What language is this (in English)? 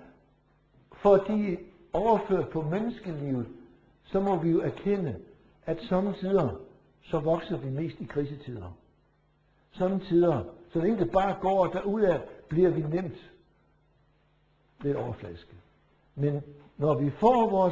Danish